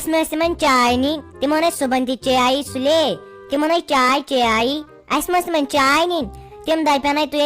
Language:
Kashmiri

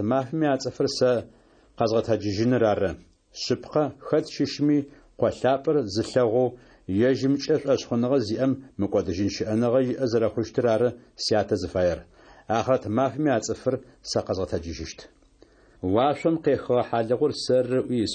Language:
Adyghe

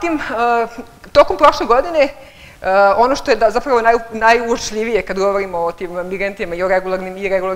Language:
Serbian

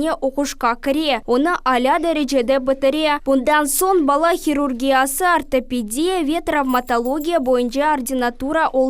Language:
Crimean Tatar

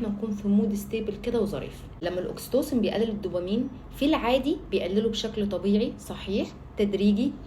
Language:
Egyptian Arabic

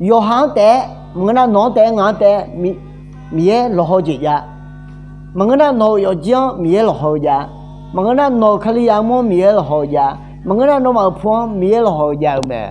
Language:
Akha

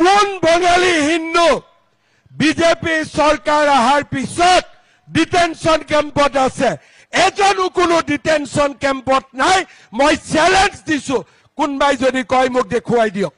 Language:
Assamese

